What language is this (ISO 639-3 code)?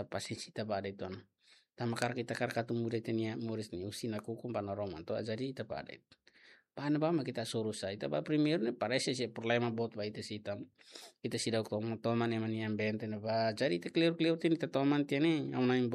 tet